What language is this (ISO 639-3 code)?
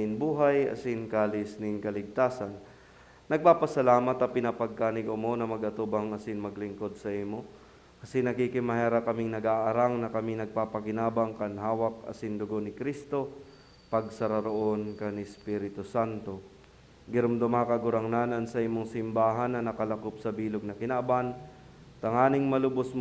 bik